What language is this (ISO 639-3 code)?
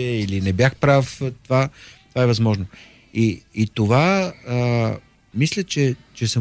bul